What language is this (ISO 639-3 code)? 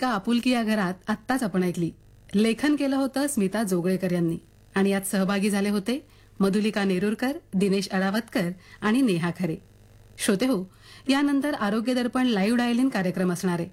mar